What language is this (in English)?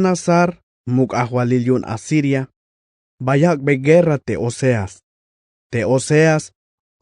Tzeltal